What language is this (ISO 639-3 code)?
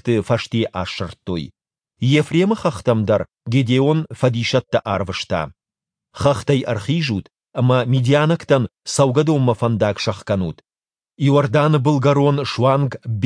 oss